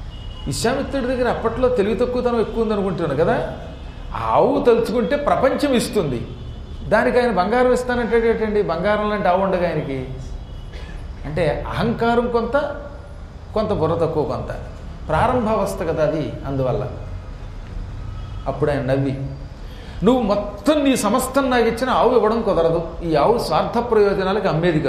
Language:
Telugu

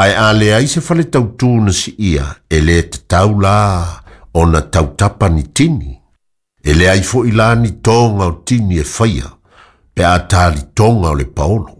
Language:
Samoan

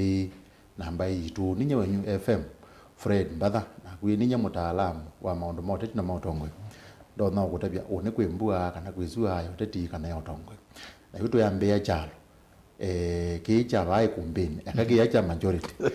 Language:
Kamba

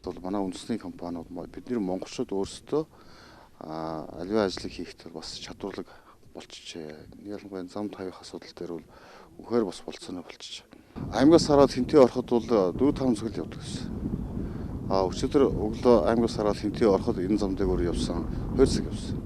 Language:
Mongolian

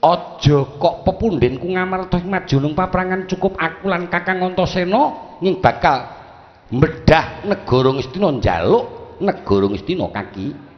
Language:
Javanese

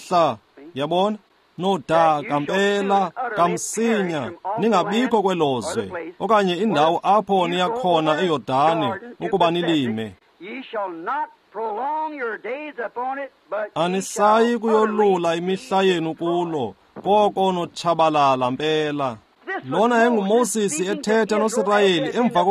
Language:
Xhosa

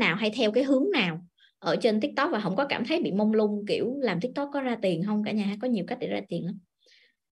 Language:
Vietnamese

